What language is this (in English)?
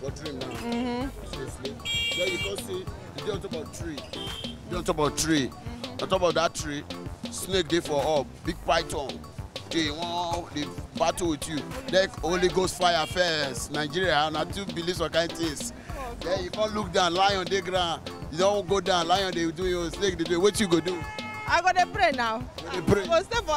Nigerian Pidgin